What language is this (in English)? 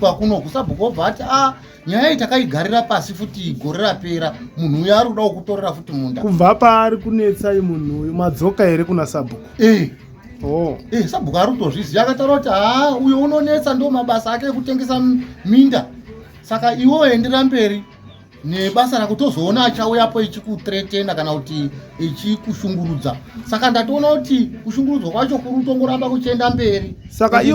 Shona